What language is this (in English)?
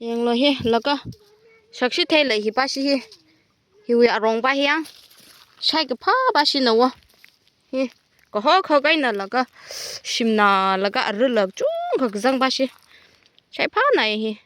Tangkhul Naga (India)